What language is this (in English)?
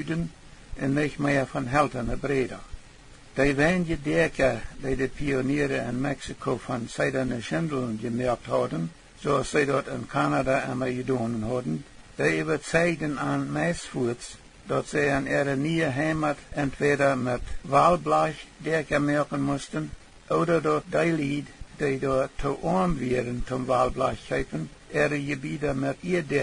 Plautdietsch